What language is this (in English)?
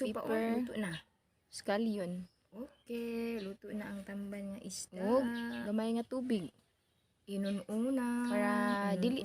Cebuano